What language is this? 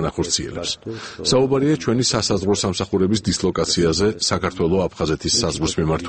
Georgian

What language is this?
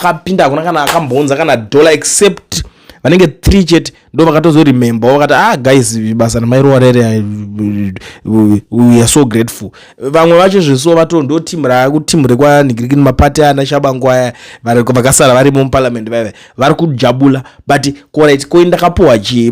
Shona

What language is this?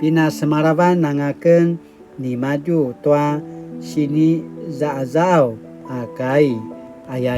Paiwan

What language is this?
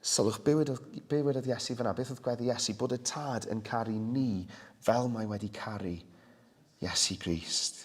Welsh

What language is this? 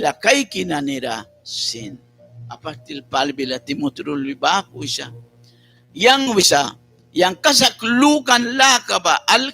Mískito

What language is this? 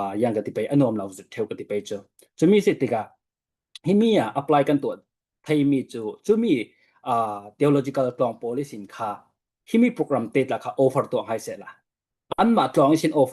Falam Chin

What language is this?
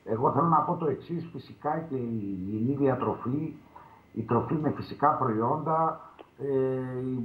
Greek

